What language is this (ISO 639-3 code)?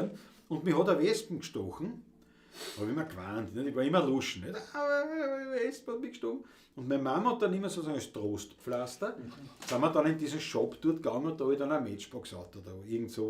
bar